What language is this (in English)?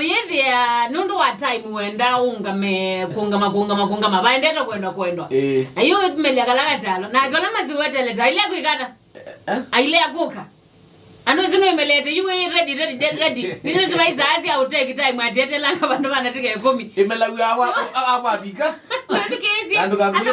Kamba